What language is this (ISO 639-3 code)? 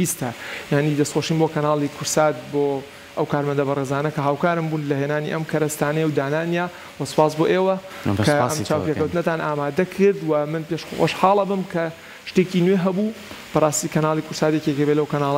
ckb